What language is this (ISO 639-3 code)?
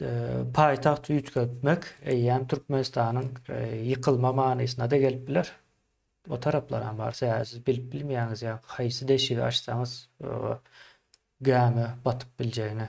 tuk